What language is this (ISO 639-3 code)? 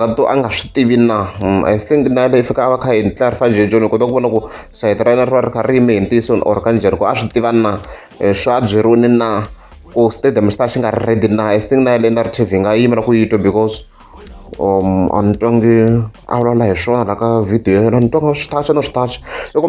tso